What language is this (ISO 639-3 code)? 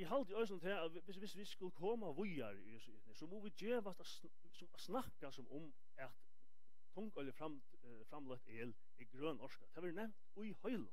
fao